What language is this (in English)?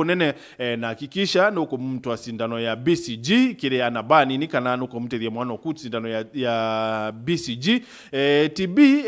Meru